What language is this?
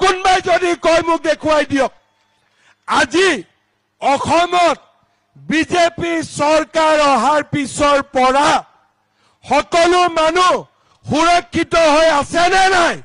Assamese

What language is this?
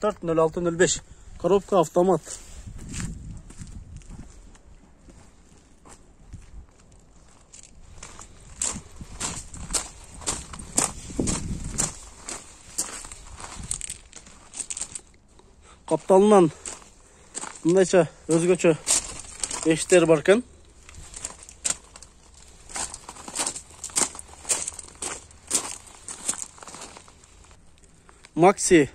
Kyrgyz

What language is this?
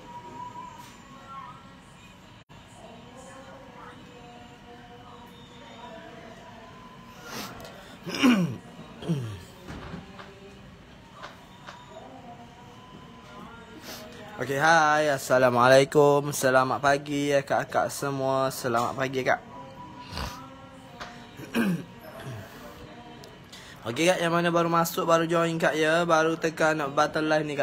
Malay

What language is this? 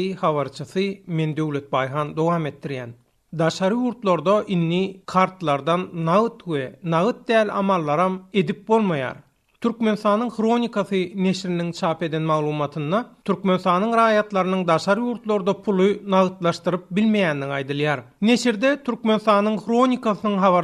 Turkmen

